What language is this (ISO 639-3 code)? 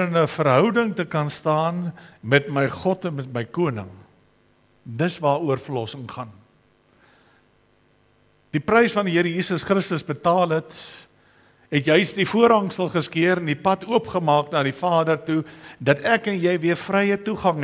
afr